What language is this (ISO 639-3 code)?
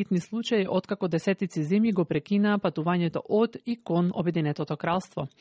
mkd